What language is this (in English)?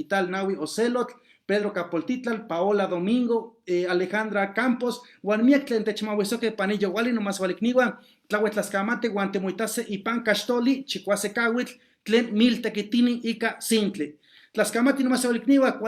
Eastern Huasteca Nahuatl